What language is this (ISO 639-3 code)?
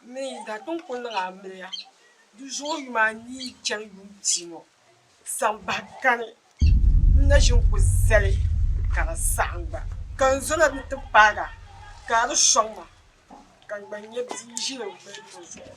dag